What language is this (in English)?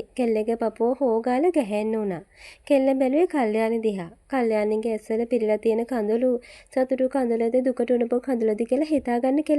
Sinhala